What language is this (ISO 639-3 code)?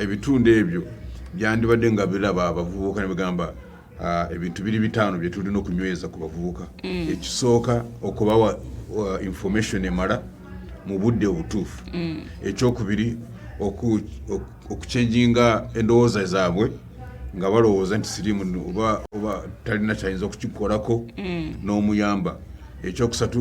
lug